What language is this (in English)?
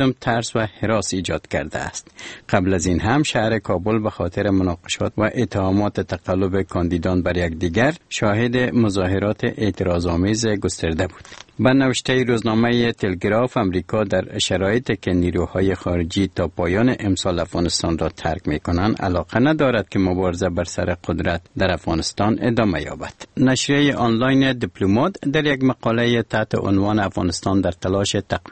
Persian